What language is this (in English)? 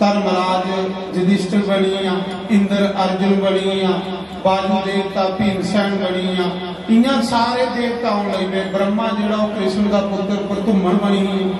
Dogri